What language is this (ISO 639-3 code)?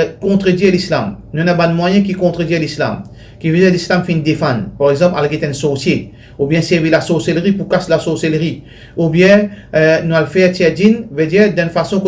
mfe